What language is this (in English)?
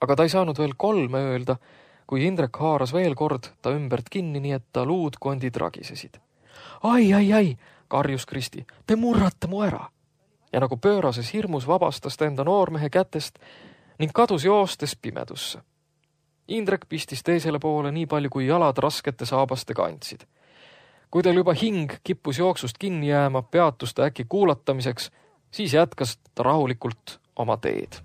Estonian